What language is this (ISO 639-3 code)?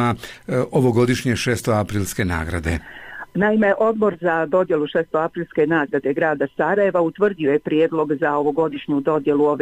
bos